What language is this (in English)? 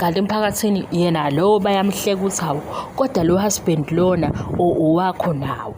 Zulu